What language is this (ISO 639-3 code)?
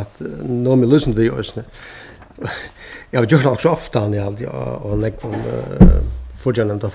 fao